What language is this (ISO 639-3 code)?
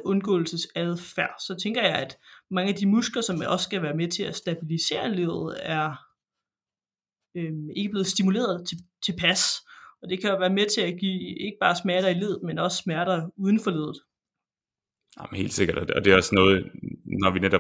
dan